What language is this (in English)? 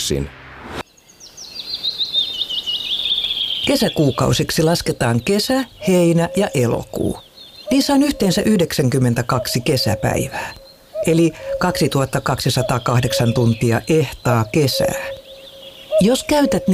Finnish